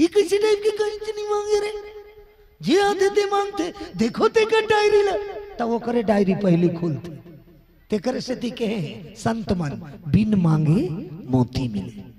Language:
Chhattisgarhi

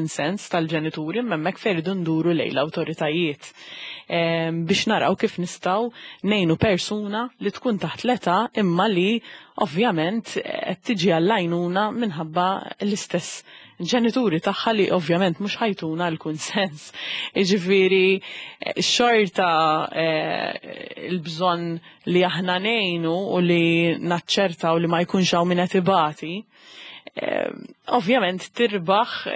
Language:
Maltese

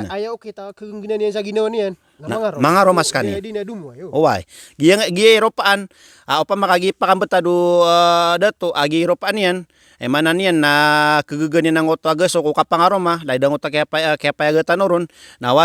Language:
Maranao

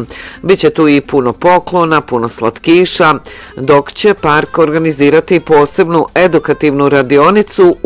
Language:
Bosnian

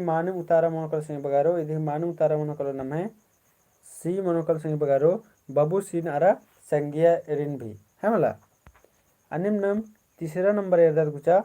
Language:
Kurukh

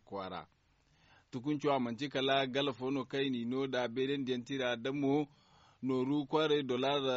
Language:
Zarma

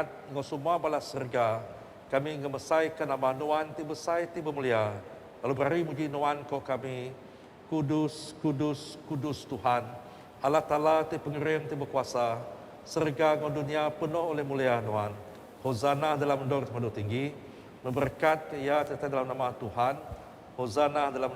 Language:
Iban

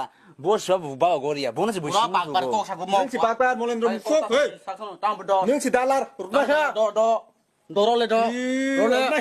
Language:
Kok Borok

